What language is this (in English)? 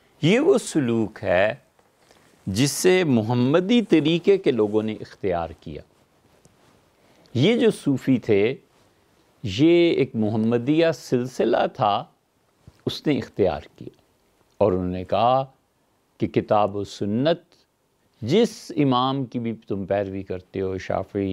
Urdu